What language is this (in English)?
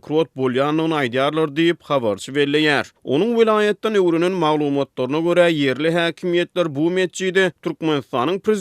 Turkmen